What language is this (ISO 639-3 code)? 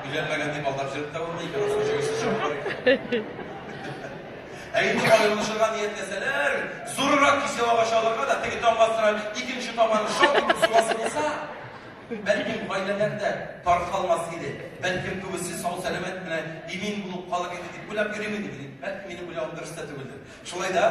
tat